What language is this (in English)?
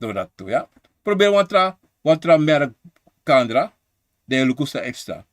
Sranan Tongo